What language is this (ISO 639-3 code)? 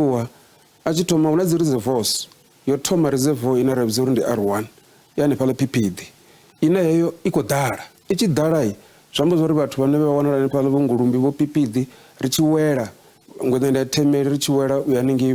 ven